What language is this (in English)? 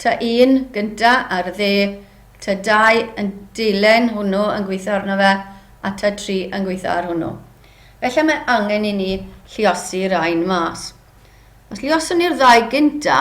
Welsh